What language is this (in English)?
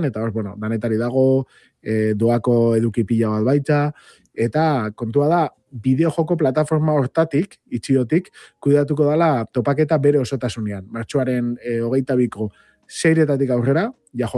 Basque